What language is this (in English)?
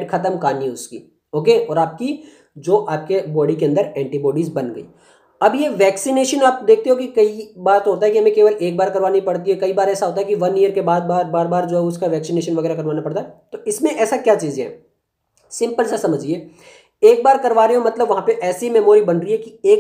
Hindi